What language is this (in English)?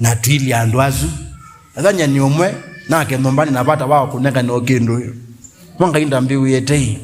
Kamba